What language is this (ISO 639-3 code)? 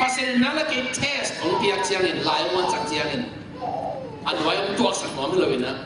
ctd